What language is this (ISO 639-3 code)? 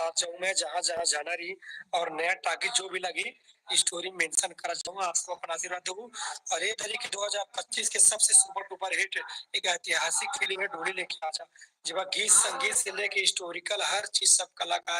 hne